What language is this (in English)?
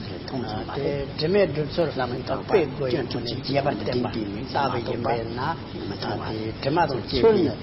Tibetan